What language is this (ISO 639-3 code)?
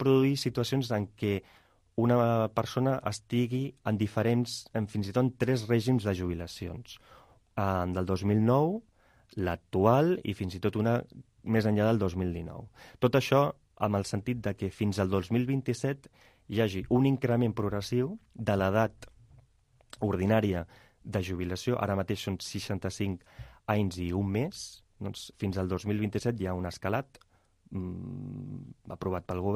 cat